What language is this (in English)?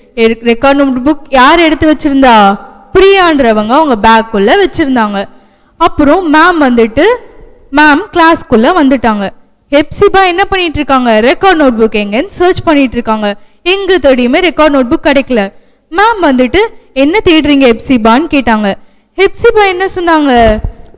Tamil